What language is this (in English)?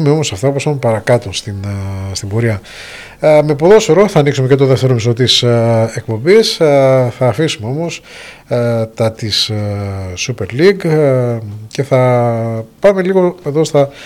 Greek